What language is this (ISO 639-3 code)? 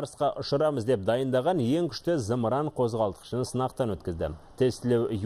kaz